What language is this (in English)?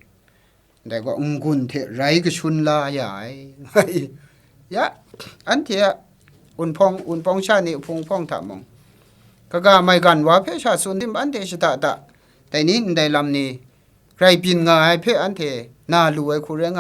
Kachin